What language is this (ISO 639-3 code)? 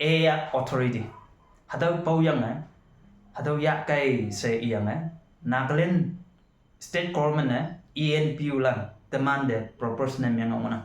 nbe